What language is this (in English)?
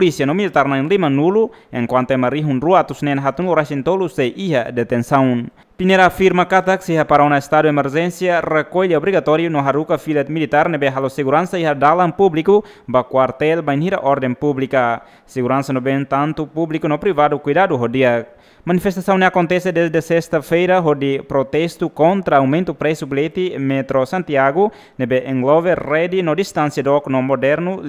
Tetum